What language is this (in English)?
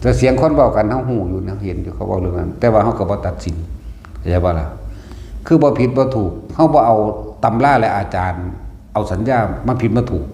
Northeastern Thai